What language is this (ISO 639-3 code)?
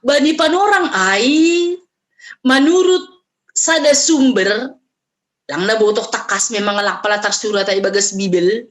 bts